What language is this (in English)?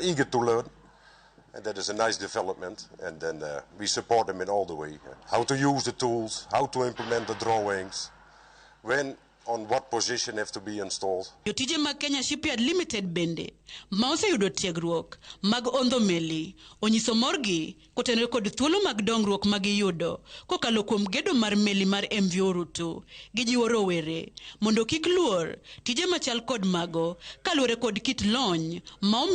Luo (Kenya and Tanzania)